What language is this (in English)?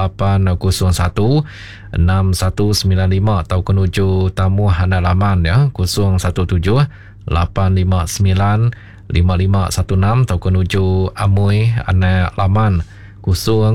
Iban